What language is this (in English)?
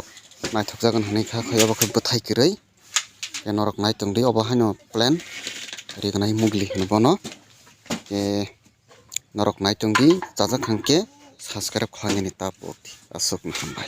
Kok Borok